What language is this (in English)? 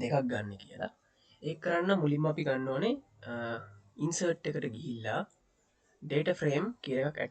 Sinhala